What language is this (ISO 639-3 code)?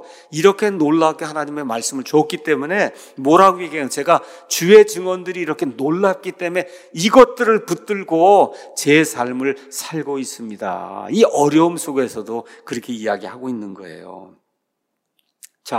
kor